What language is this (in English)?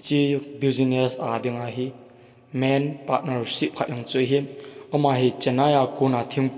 Thado Chin